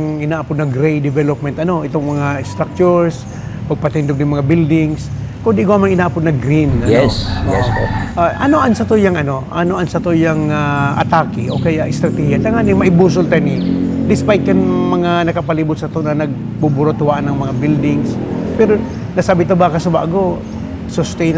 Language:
Bikol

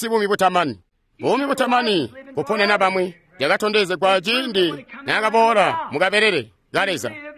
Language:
Tonga (Zambia)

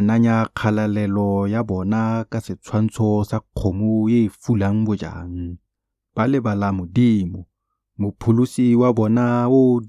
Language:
Tswana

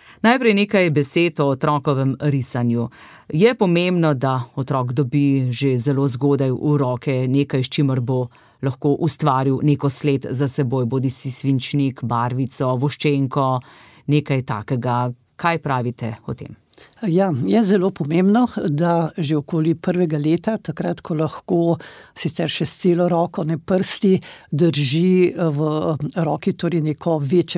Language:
Slovenian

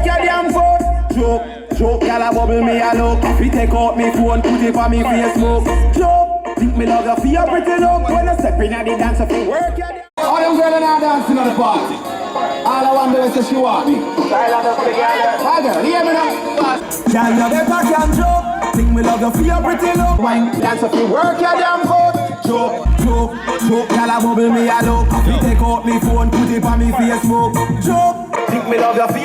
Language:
Jamaican Creole English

